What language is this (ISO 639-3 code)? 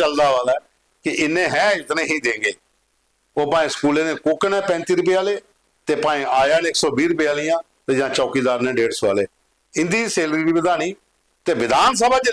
doi